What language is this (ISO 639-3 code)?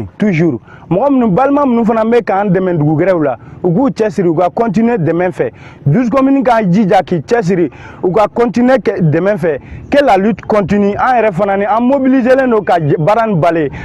bam